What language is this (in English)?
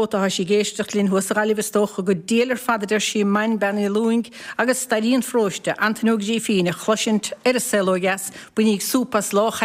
Irish